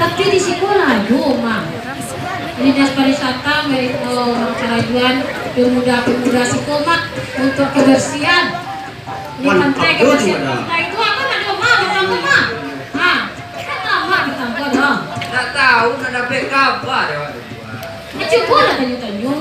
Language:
Minangkabau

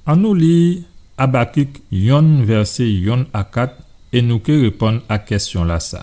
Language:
Guadeloupean Creole French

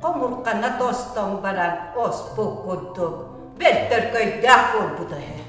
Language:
Yakut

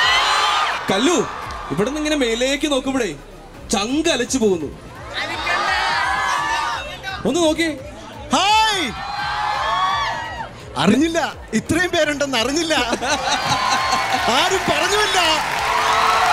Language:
Malayalam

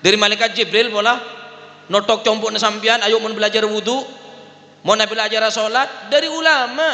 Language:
Madurese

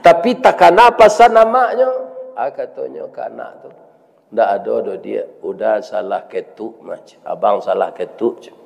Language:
Minangkabau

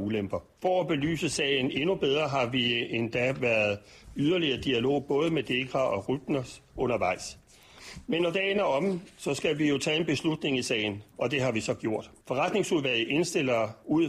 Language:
Danish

